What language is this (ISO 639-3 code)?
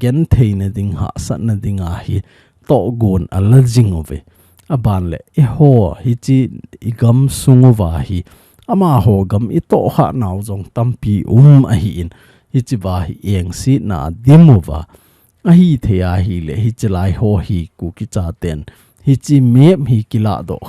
tcz